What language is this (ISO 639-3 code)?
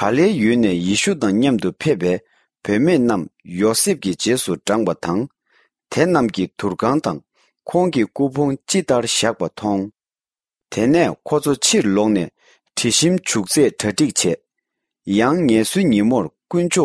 bod